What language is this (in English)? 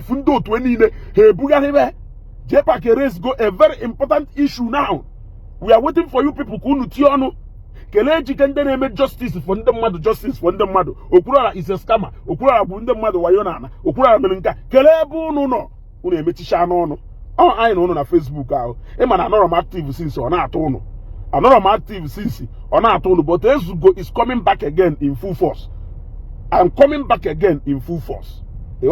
Igbo